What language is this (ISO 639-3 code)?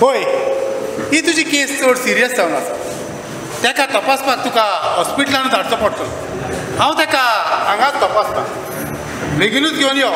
kok